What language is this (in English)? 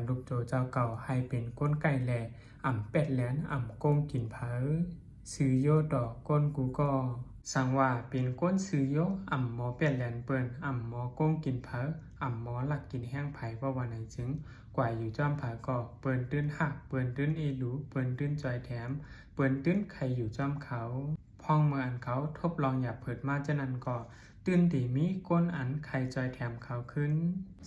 Shan